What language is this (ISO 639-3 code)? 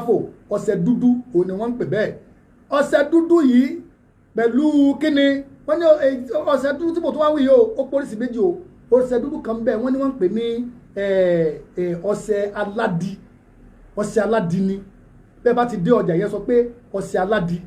yor